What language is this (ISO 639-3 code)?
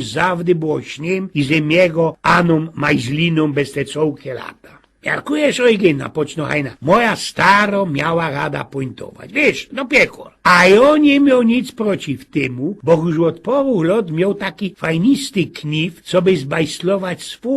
szl